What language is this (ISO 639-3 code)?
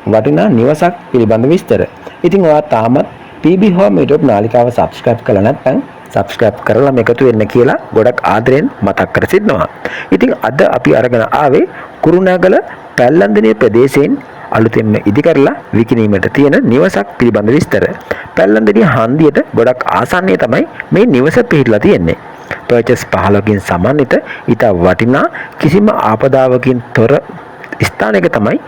sin